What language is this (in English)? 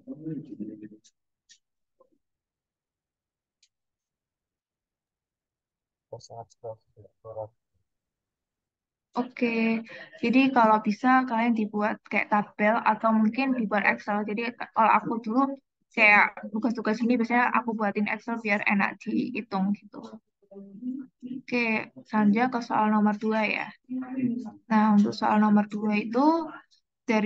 Indonesian